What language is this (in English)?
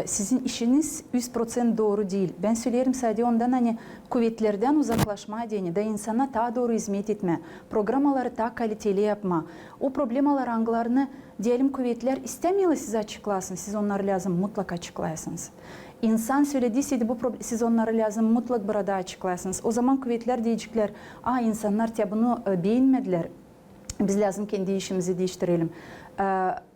Gagauz